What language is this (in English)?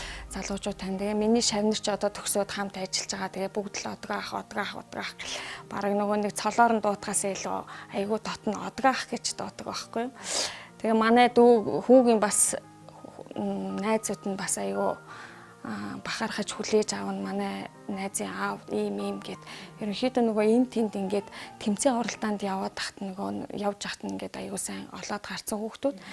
Mongolian